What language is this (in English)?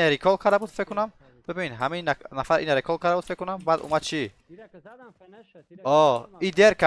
Persian